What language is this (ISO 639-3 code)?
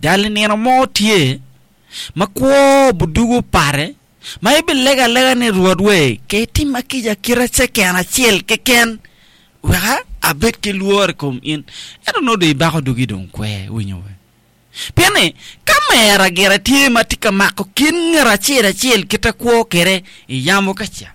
ach